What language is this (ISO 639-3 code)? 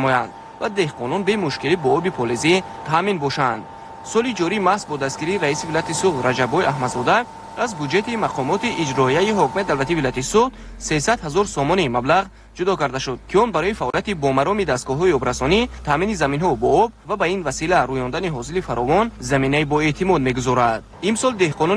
tgk